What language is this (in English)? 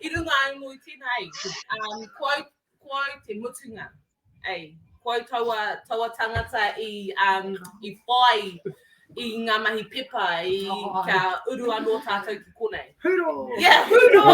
Māori